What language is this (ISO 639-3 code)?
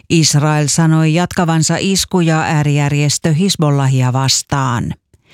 fin